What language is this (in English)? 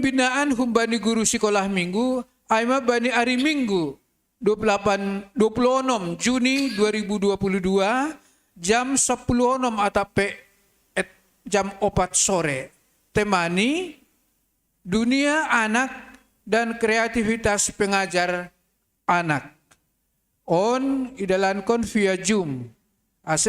Batak Simalungun